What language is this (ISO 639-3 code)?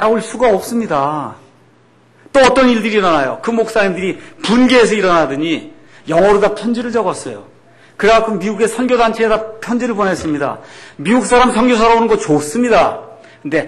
kor